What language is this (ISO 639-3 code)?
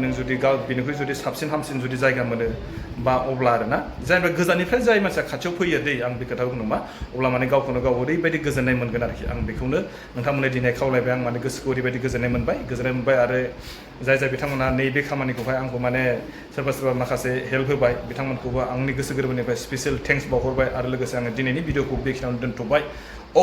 brx